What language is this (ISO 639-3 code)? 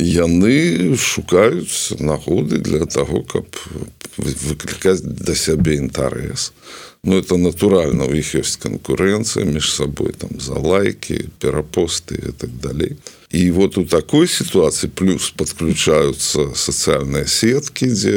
bel